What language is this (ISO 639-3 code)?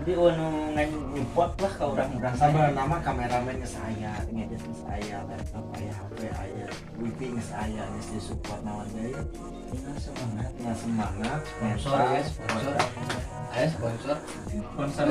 sun